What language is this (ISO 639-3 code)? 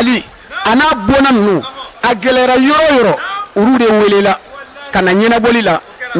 bam